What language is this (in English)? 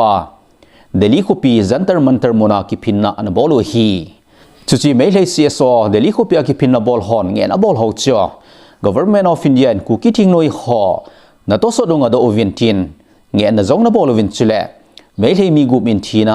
Thado Chin